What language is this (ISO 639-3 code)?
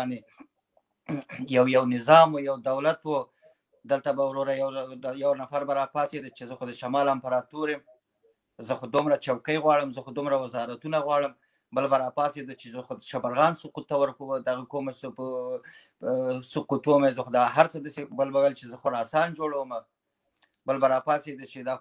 pus